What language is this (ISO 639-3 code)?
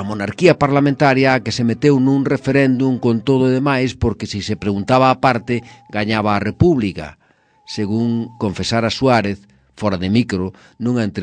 glg